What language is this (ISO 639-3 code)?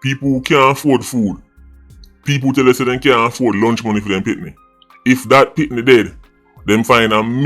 jam